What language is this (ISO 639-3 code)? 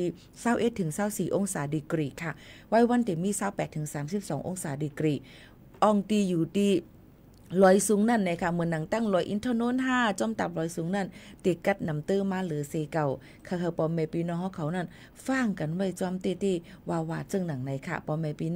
shn